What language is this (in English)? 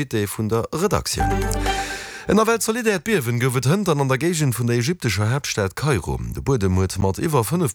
Luxembourgish